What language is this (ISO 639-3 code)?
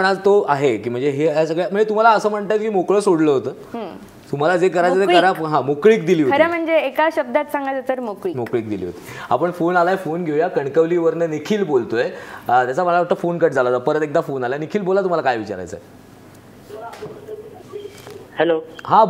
mar